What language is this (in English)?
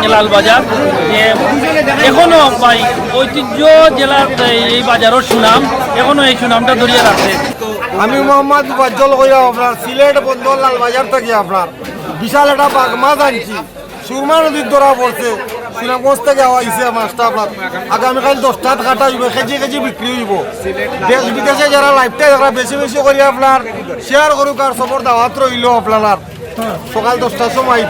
Sylheti